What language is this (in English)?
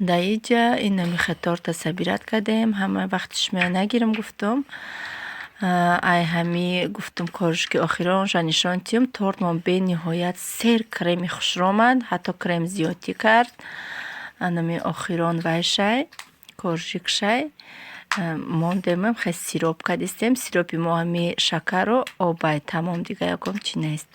Tajik